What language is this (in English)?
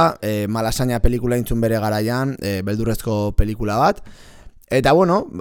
Basque